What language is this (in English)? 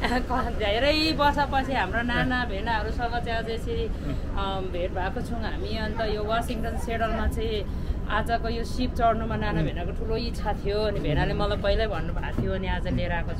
Nepali